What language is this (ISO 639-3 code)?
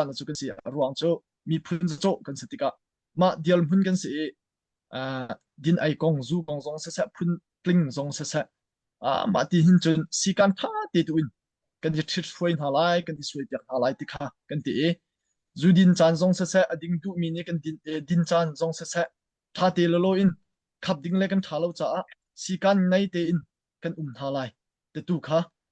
cnh